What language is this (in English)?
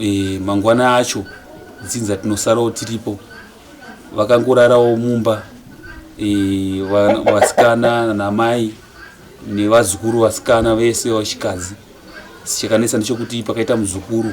Shona